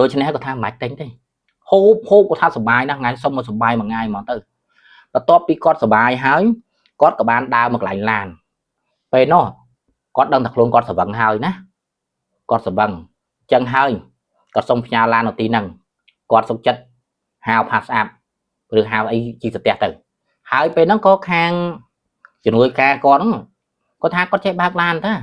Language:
Khmer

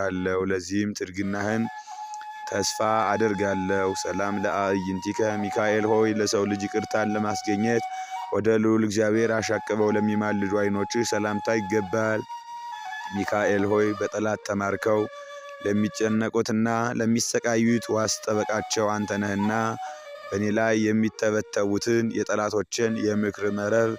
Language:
Amharic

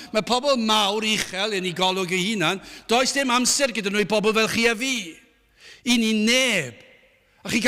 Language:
Welsh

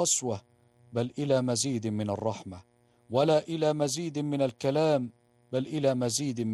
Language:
Arabic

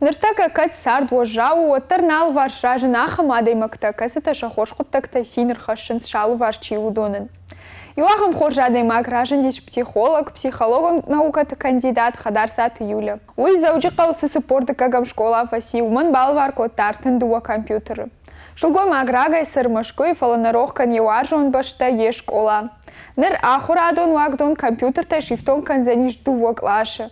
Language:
Ossetic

